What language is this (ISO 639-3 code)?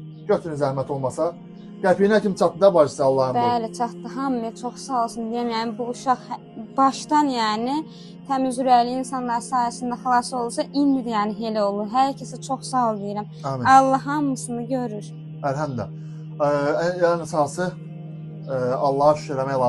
aze